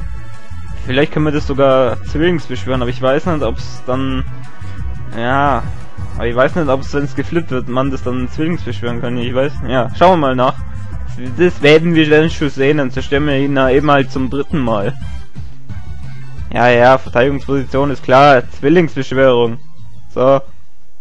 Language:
German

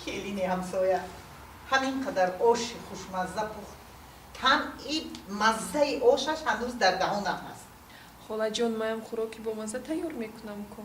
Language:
Tajik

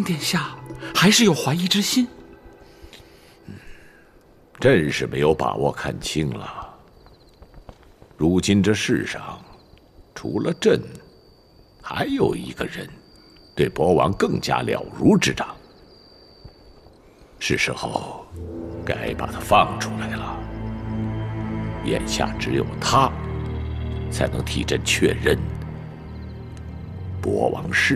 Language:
Chinese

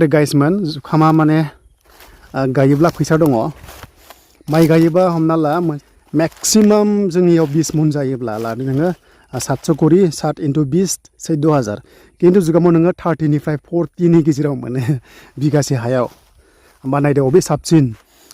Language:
Bodo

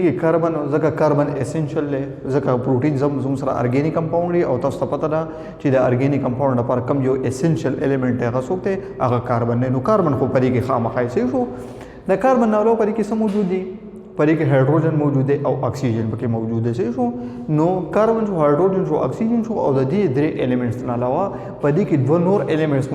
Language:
Pashto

